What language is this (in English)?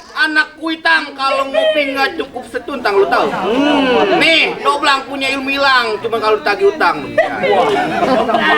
Betawi